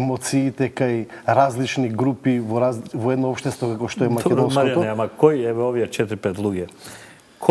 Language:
Macedonian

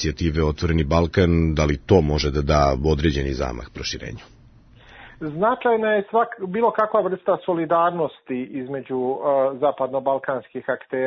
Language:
Serbian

